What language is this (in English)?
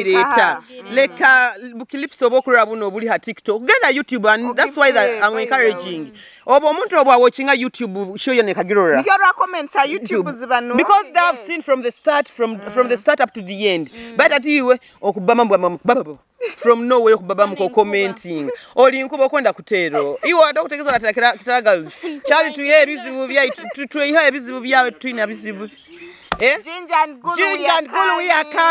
Nyoro